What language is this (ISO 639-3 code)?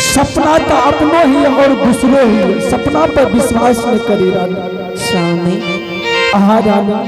anp